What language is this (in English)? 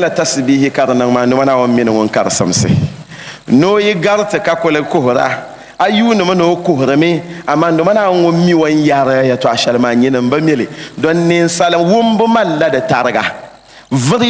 Dagbani